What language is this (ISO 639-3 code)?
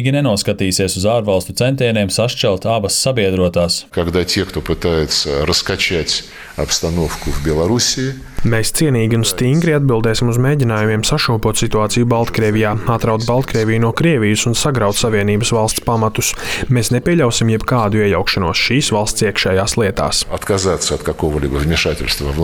lav